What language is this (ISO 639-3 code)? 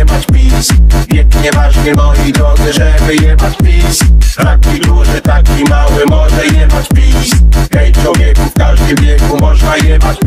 pol